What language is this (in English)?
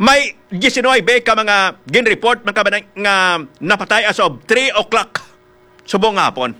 Hiligaynon